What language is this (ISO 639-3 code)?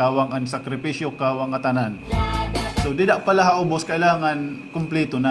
war